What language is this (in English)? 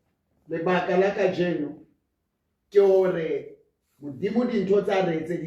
Southern Sotho